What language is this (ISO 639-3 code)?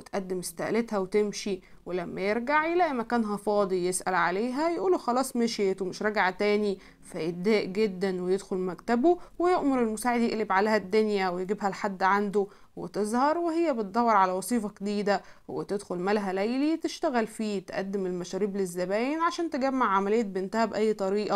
arz